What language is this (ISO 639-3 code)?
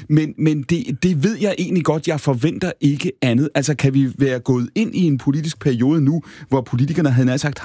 dan